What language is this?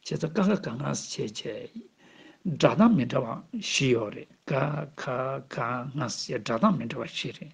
Tibetan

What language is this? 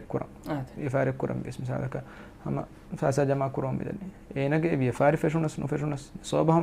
Divehi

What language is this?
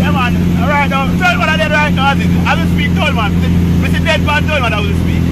Jamaican Creole English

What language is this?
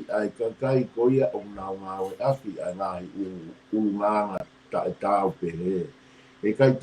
Tongan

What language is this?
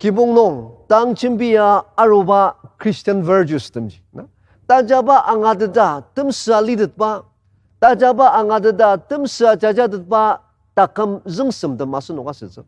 Ao Naga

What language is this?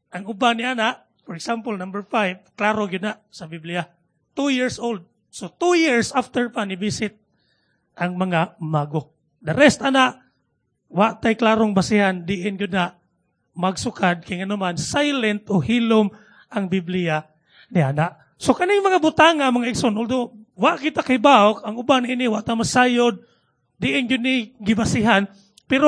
Cebuano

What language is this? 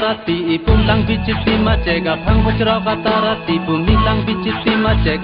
Karbi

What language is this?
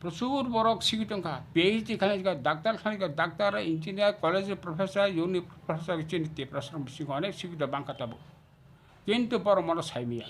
Kok Borok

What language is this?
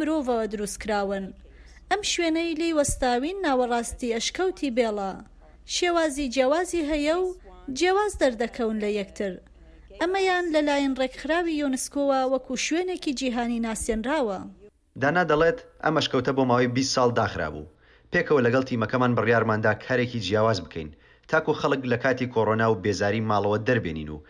Central Kurdish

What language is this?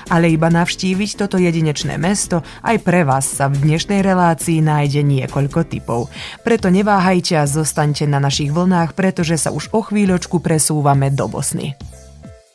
Slovak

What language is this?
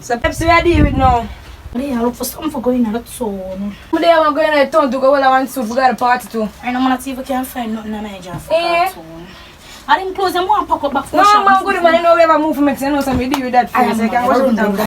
Jamaican Creole English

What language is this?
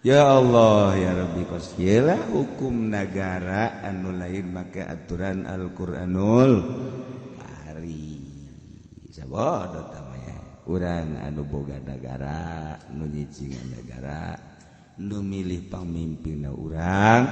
Sundanese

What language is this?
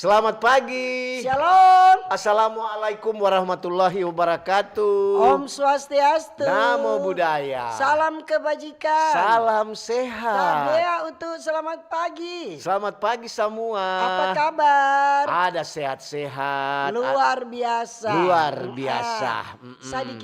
Manado Malay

